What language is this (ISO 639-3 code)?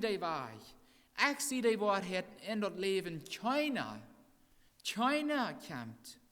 pdt